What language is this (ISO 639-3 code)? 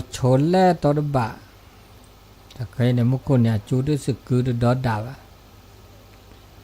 ksw